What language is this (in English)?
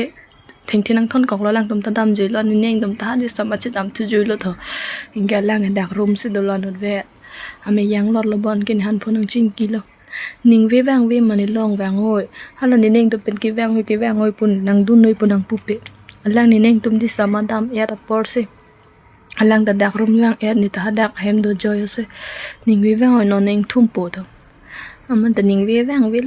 Karbi